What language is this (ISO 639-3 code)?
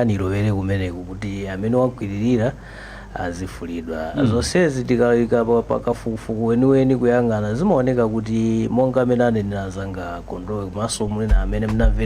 nya